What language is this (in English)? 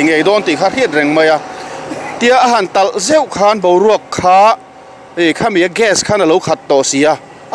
Mizo